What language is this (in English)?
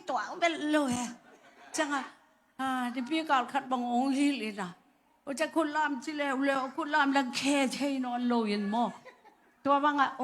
Tedim Chin